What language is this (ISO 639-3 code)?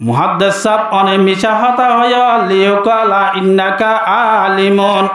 rhg